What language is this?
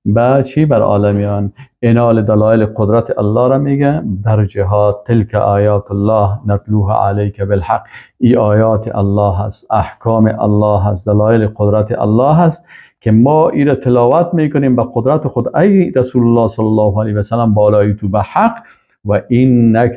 Persian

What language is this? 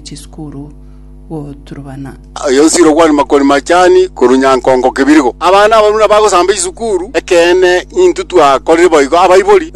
Gusii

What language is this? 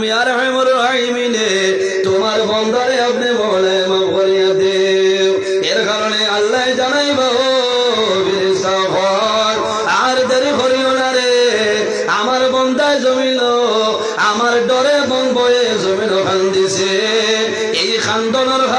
Sylheti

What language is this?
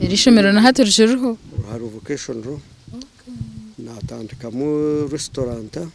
Nyankole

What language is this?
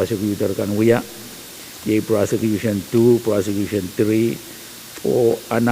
Pohnpeian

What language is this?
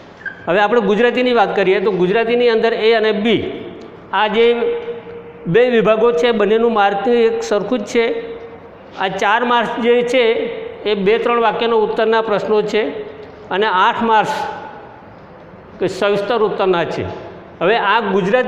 Gujarati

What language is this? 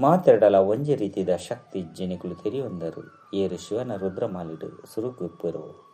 Tulu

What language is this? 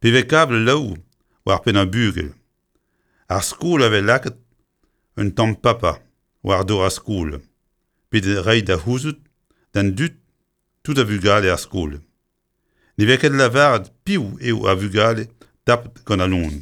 Breton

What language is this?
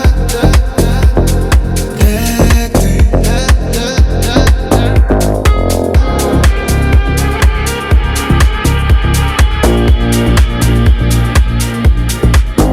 Ukrainian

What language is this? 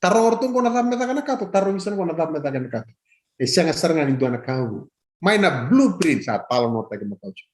Fijian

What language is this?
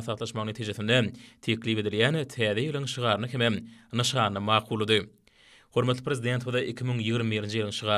Turkmen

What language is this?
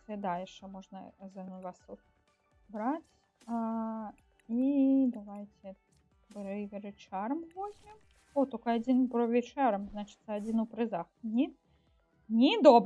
Belarusian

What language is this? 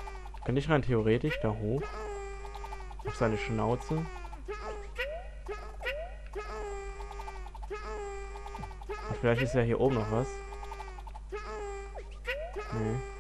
German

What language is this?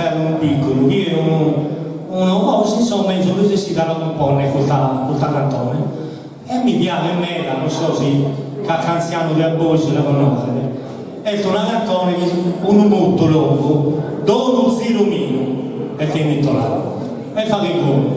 Sardinian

